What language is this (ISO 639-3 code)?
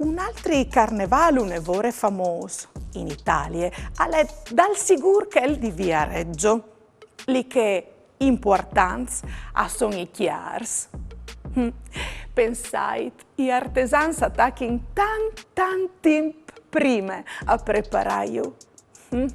fur